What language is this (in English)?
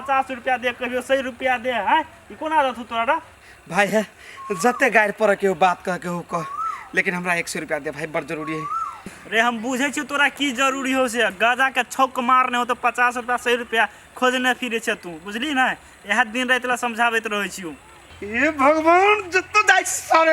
Maithili